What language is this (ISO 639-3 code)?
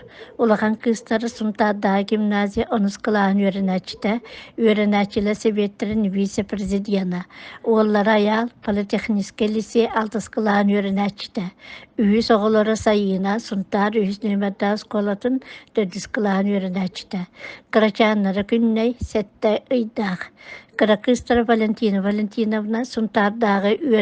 sah